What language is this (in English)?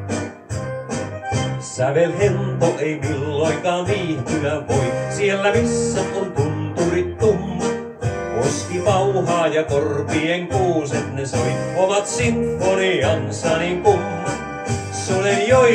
Finnish